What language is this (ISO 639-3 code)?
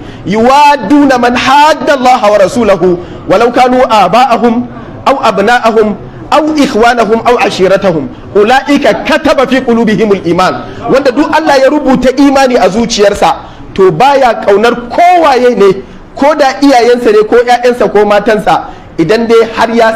hau